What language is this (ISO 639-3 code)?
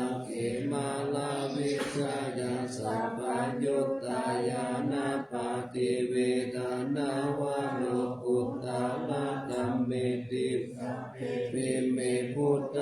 pli